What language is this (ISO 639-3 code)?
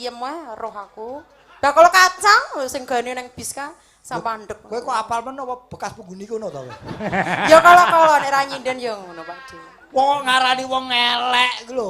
jav